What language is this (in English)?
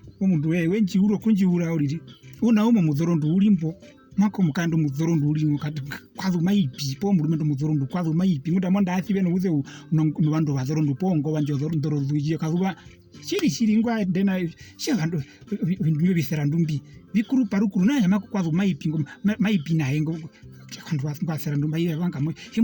Herero